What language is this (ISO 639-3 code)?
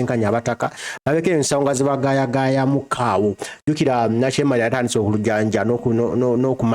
lug